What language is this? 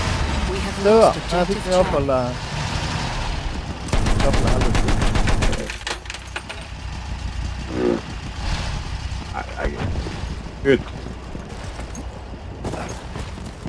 Norwegian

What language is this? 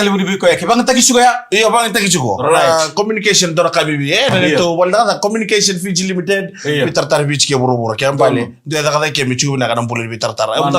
Fijian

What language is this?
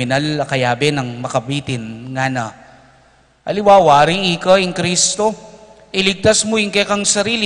Pampanga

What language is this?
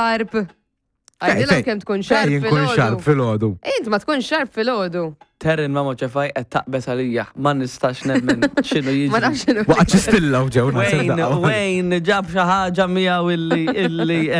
Maltese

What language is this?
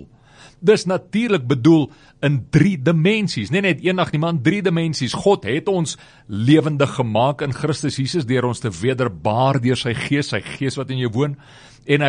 Afrikaans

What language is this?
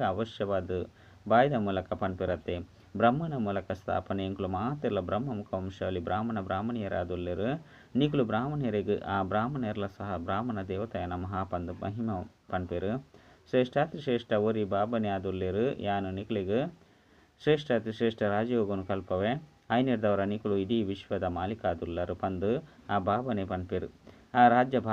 Tulu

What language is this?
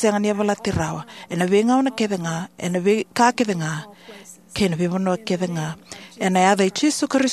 Fijian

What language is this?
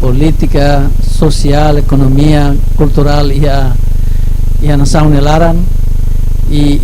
Tetum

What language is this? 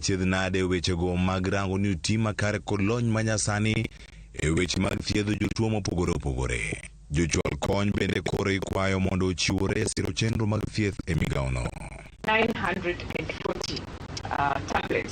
Luo (Kenya and Tanzania)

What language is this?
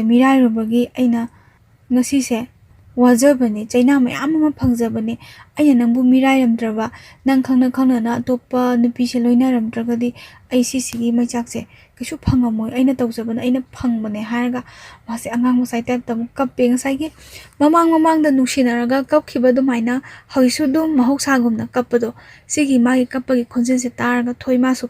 Manipuri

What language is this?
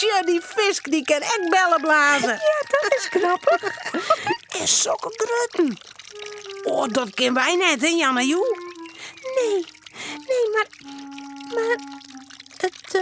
Western Frisian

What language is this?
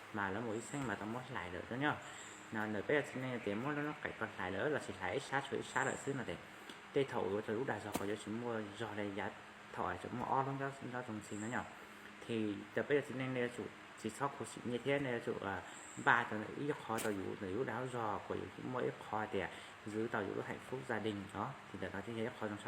Hmong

